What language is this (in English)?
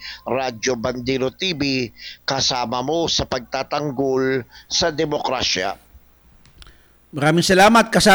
Filipino